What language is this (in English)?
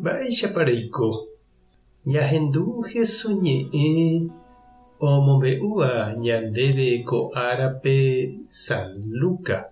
Guarani